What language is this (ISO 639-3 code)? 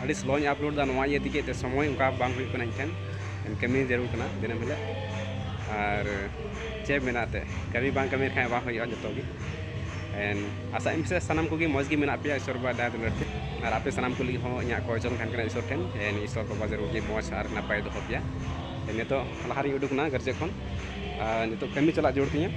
sat